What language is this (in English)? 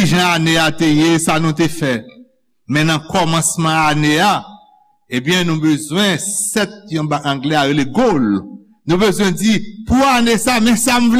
Haitian Creole